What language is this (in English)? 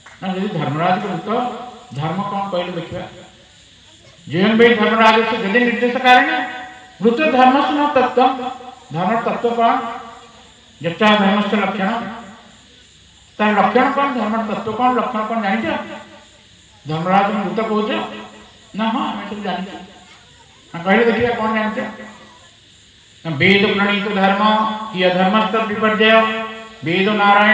Odia